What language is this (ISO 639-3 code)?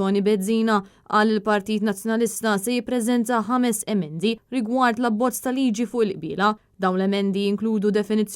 mlt